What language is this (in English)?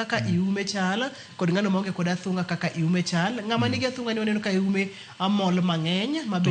Luo (Kenya and Tanzania)